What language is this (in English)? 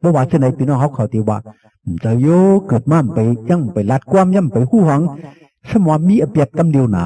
Shan